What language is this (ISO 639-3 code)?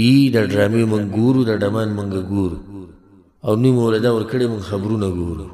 pus